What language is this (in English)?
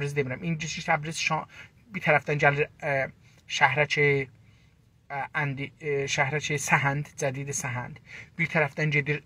South Azerbaijani